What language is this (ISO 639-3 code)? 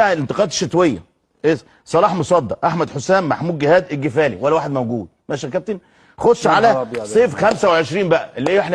arz